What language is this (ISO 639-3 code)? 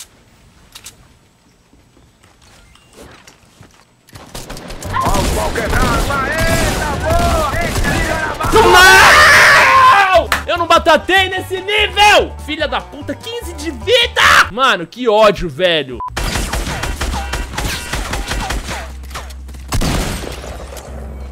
por